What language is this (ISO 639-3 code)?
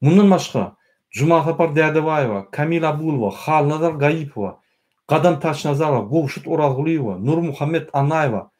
tuk